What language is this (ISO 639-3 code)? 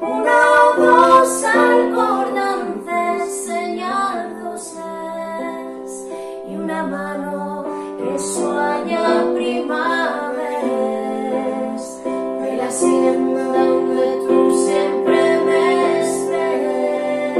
ast